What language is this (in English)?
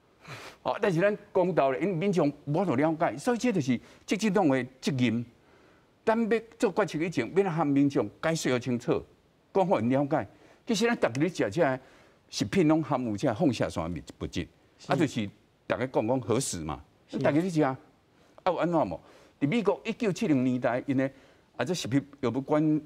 Min Nan Chinese